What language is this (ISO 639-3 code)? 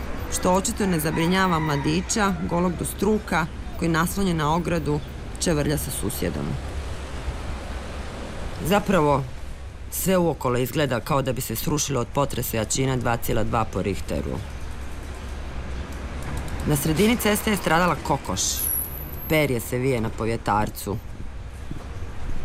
hrv